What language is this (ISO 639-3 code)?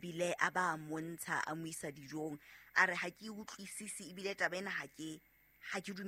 sot